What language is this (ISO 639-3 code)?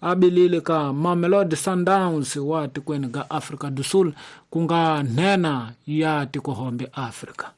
tso